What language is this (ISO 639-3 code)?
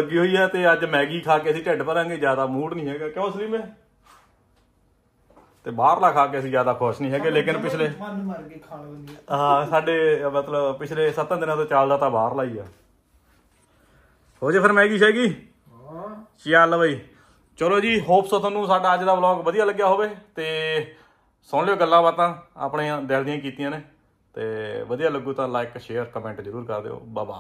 pan